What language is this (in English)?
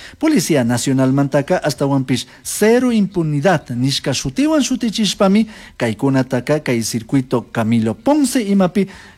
Chimborazo Highland Quichua